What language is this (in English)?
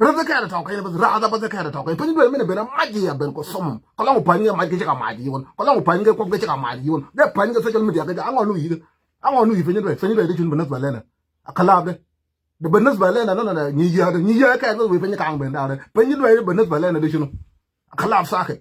Nuer